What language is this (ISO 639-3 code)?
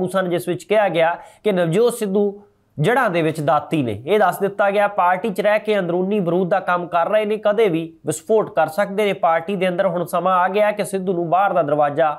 pan